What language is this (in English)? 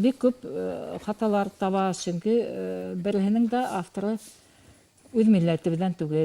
Bashkir